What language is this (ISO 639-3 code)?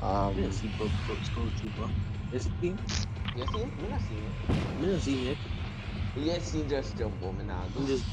jam